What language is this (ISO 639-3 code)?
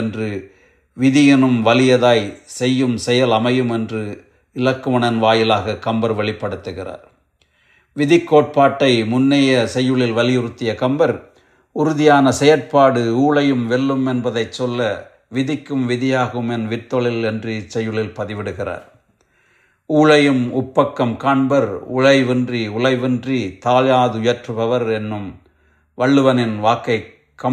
tam